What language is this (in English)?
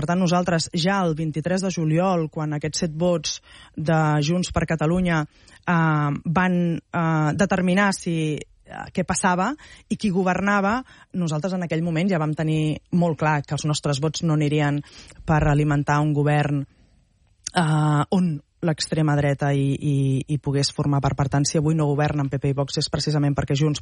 Catalan